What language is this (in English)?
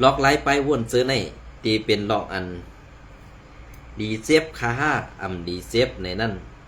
Shan